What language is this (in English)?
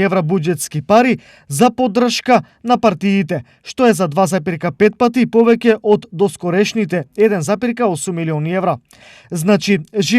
Macedonian